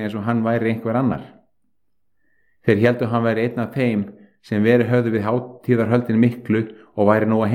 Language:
Icelandic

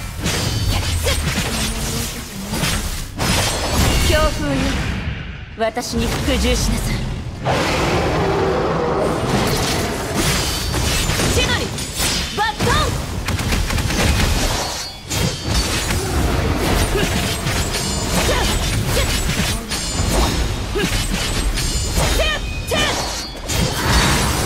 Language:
Japanese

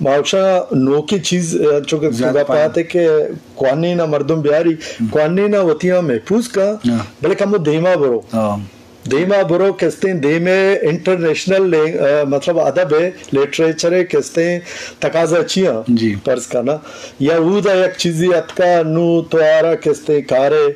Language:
Eastern Balochi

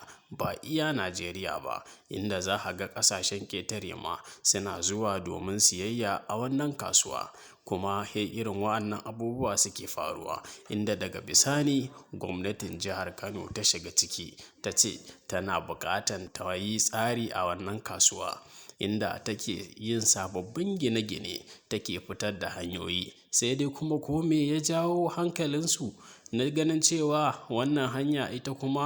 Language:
Hausa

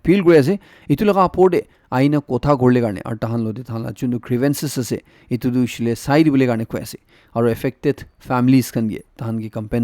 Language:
Naga Pidgin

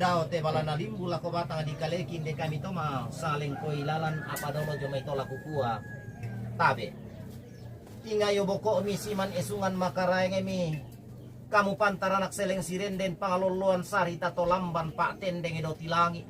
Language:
Toraja-Sa'dan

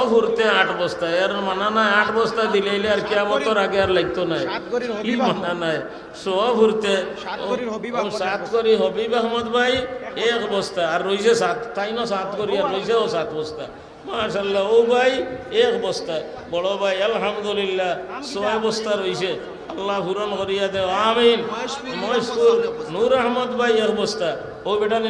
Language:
Sylheti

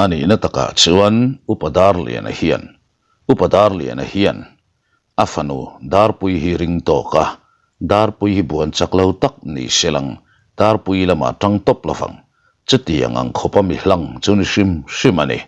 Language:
Mizo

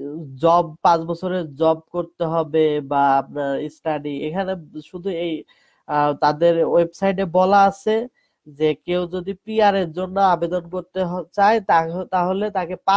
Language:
Bangla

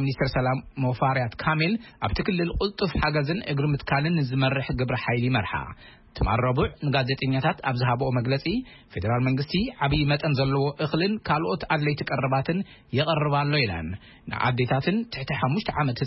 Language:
Tigrinya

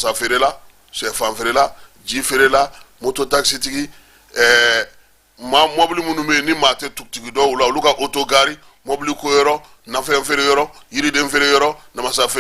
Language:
Bambara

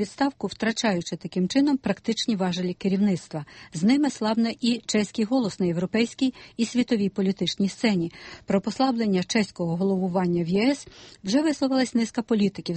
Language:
Ukrainian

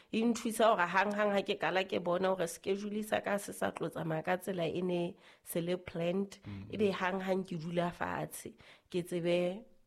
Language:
Southern Sotho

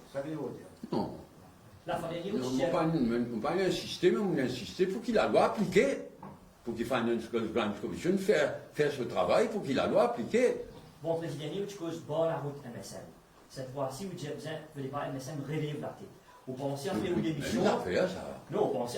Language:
Morisyen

